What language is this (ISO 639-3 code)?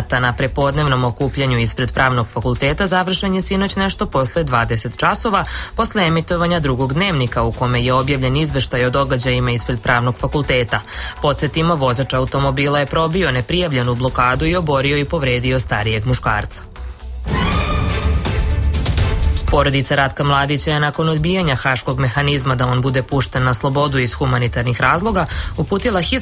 srp